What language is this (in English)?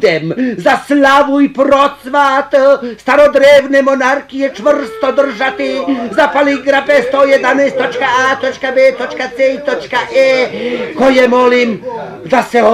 Bosnian